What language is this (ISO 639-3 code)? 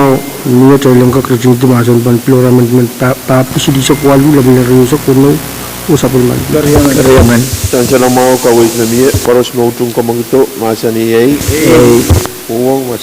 pon